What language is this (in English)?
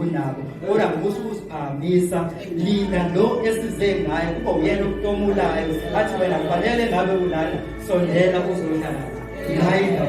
Zulu